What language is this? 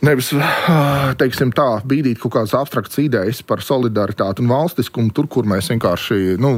Latvian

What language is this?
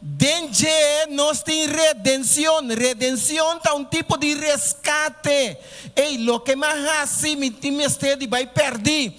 Papiamento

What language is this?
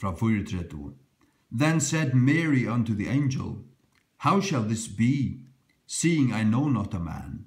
Faroese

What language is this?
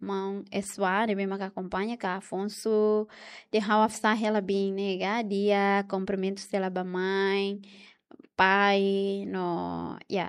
Tetum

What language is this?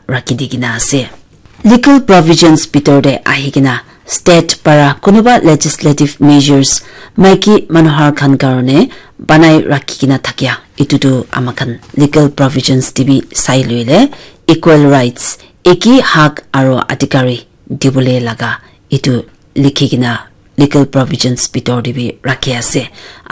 Naga Pidgin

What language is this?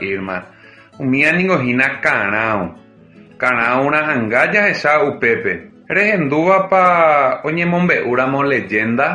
Guarani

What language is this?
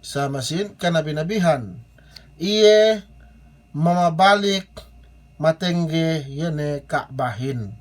Yakan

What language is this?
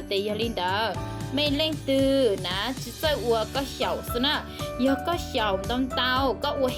Hmong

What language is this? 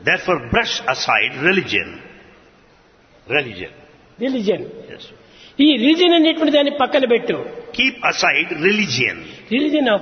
Telugu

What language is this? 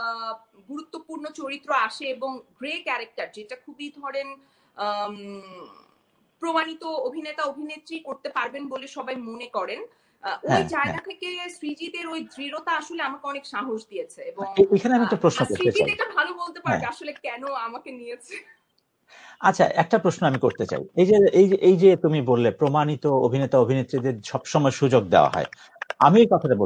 Bangla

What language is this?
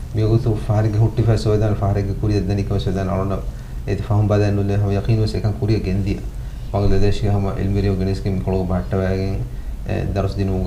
Divehi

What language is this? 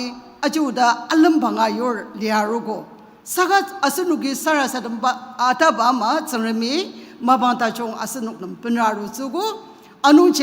Ao Naga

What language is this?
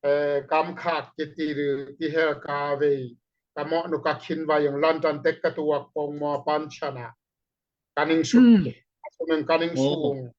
Daai Chin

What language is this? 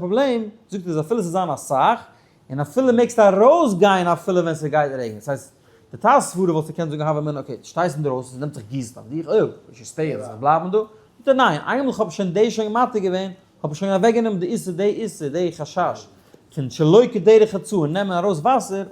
Yiddish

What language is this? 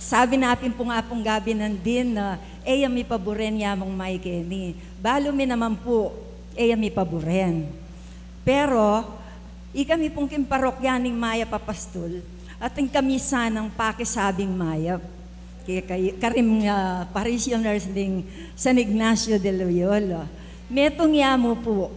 Pampanga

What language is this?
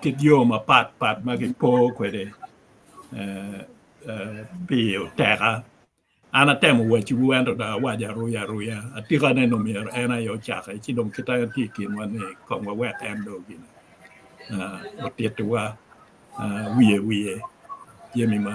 Acoli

